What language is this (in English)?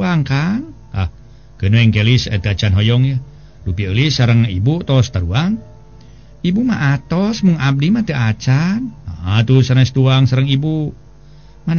Sundanese